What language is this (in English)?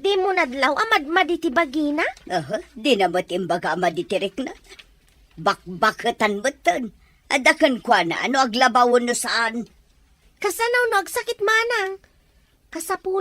Iloko